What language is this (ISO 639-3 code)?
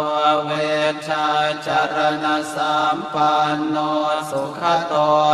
pli